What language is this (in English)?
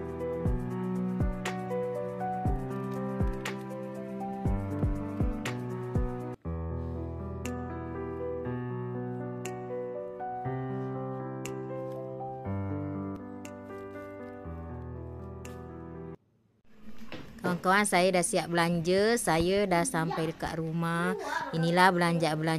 Malay